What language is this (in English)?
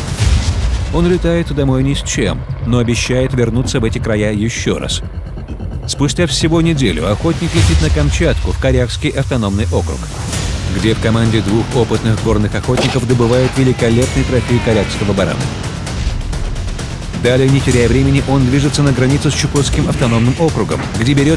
Russian